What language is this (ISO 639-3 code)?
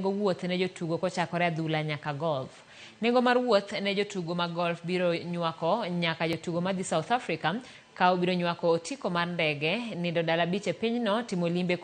luo